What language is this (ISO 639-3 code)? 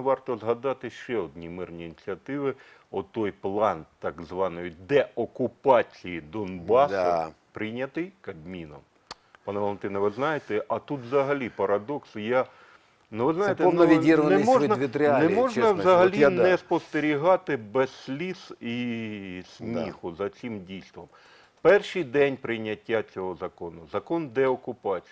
ukr